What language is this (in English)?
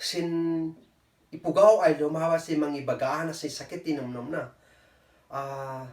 Kankanaey